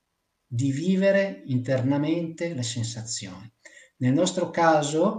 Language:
Italian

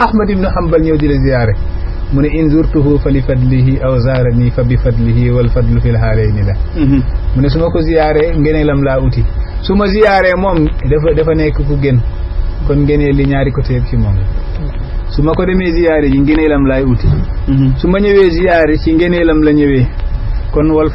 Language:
Wolof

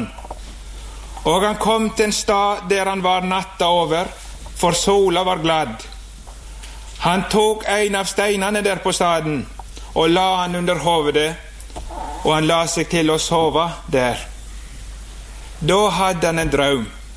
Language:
Norwegian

